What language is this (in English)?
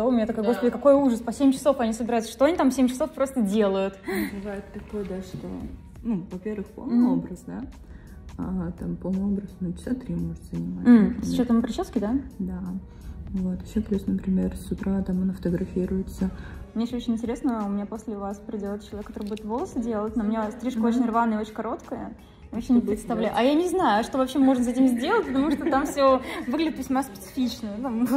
Russian